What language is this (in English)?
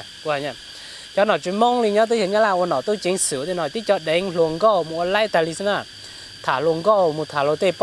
Hmong